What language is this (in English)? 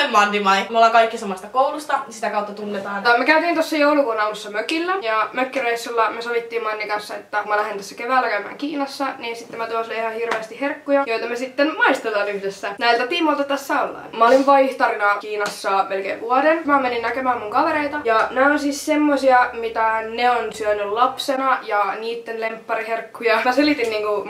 Finnish